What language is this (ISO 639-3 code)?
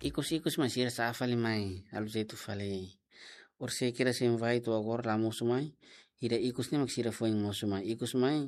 tet